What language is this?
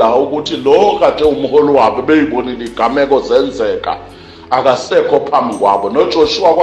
Zulu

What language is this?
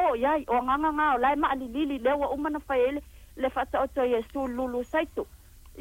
Samoan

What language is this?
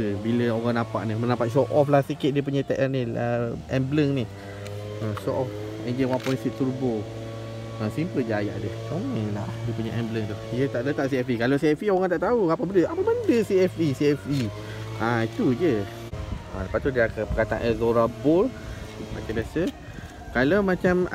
Malay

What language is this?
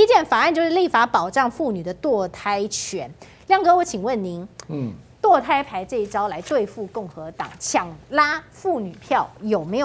Chinese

